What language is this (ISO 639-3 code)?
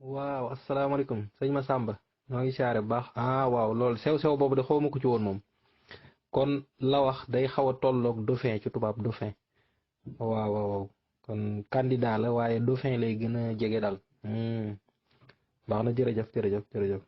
wol